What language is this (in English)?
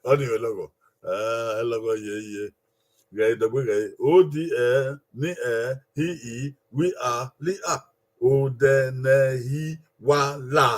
Bini